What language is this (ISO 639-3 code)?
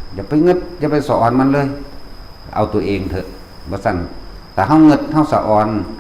lao